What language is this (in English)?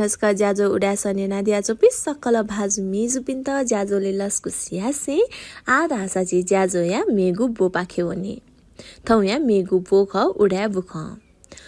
Newari